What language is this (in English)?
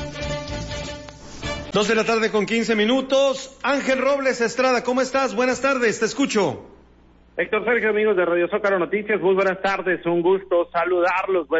Spanish